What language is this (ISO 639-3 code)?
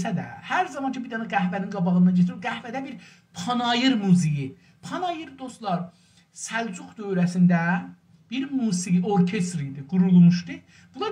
azb